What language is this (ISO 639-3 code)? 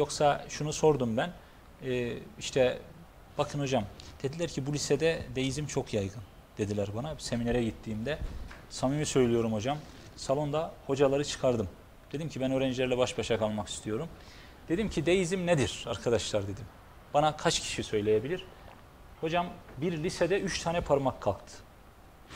tur